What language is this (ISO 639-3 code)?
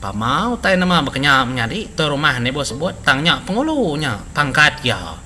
iba